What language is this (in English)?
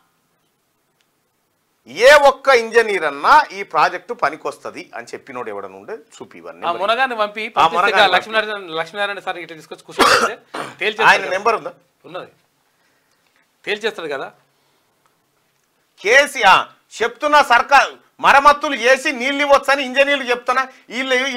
Telugu